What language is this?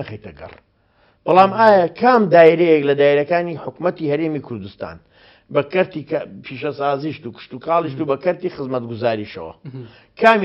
Central Kurdish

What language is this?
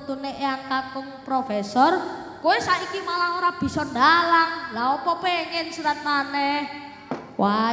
Javanese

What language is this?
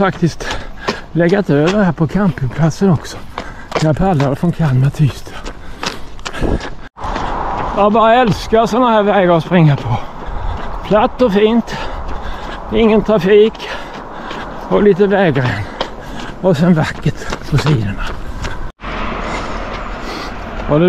Swedish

